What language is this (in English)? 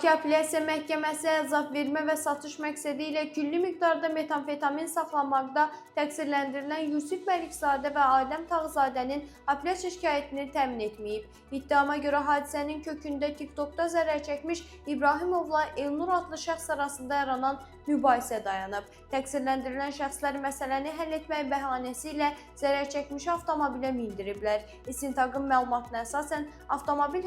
Azerbaijani